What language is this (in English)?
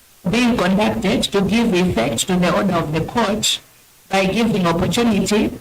Nyanja